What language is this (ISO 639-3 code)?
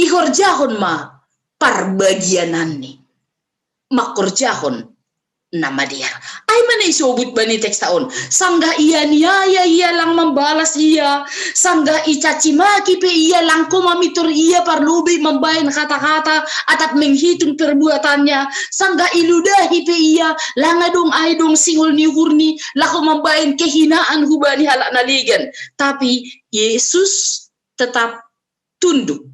bts